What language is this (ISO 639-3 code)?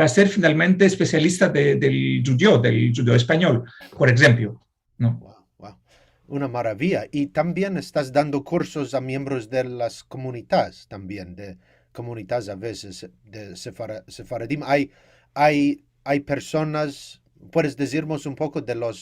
lad